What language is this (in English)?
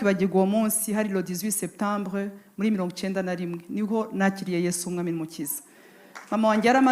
Kinyarwanda